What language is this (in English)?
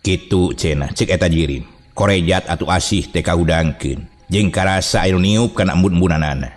Sundanese